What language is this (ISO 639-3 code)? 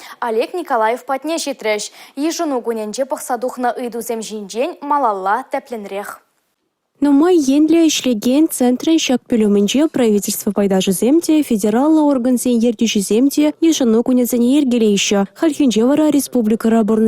chv